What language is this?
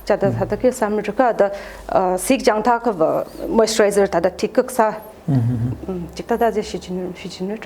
Tangkhul Naga (India)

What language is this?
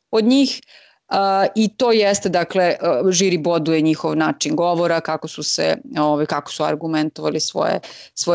Serbian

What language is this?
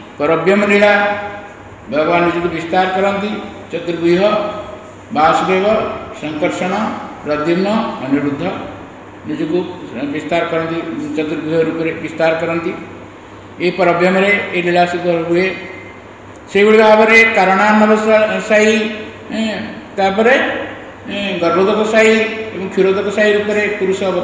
Odia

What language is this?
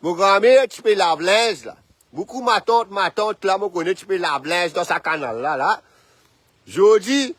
Morisyen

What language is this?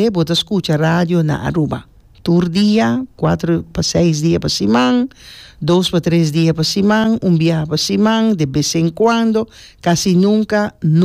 Papiamento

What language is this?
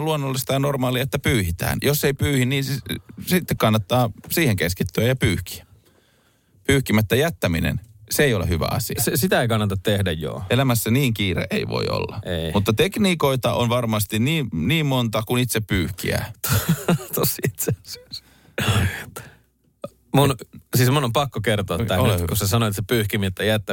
Finnish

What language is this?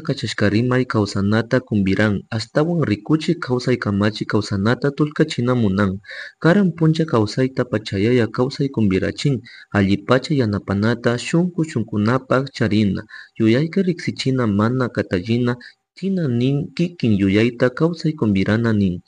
Chimborazo Highland Quichua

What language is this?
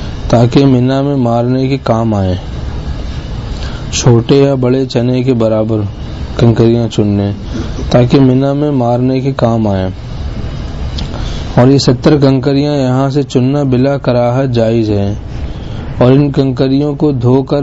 Urdu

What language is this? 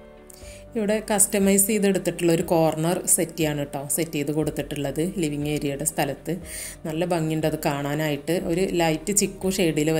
Malayalam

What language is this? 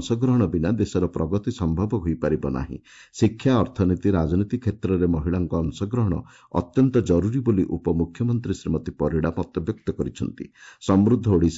Odia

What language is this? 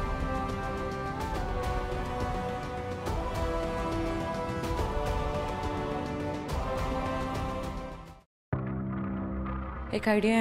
Hindi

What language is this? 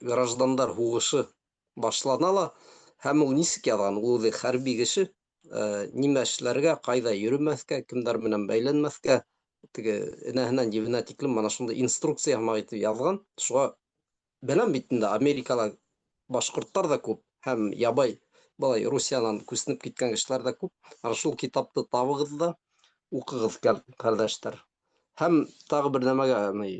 Bashkir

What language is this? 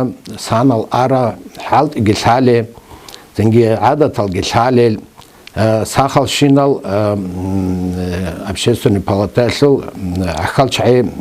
Avaric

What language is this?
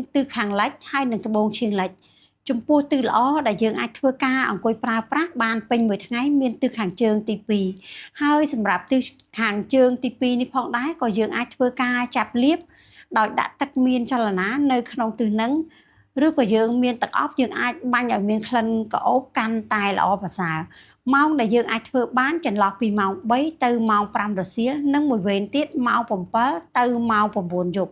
Khmer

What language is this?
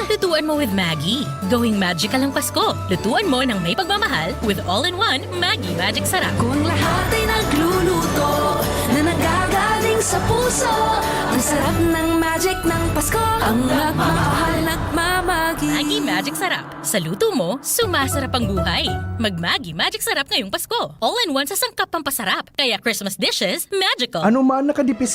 Bikol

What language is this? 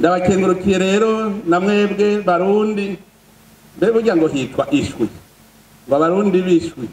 Rundi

